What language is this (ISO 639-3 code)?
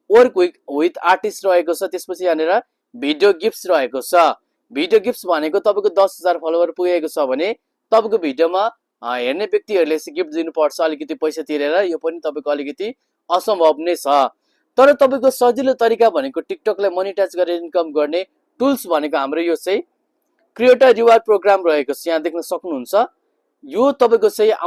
nep